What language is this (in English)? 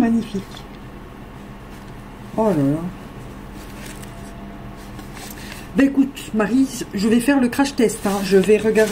French